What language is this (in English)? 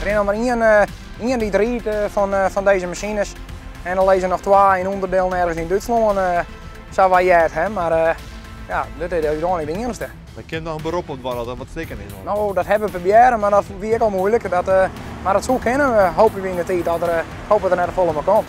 Western Frisian